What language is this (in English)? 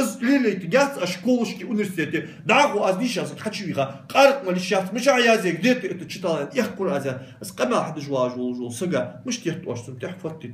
Ingush